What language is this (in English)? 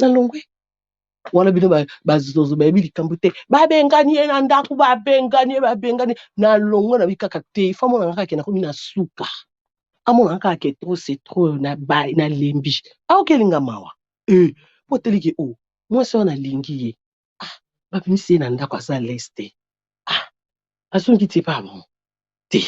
Lingala